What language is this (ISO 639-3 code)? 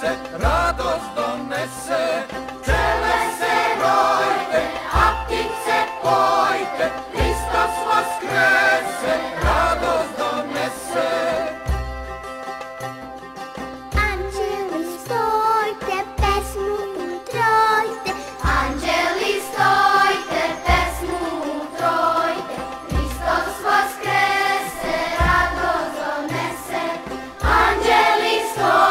srp